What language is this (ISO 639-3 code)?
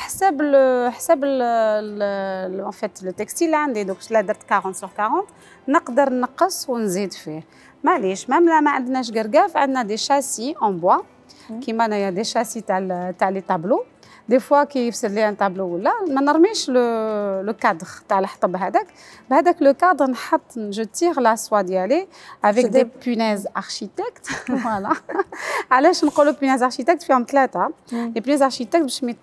arq